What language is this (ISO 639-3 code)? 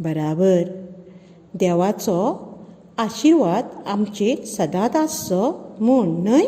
kok